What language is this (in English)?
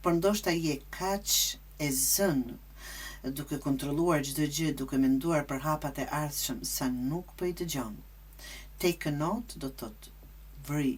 Albanian